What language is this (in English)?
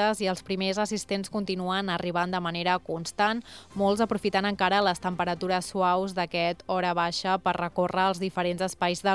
Catalan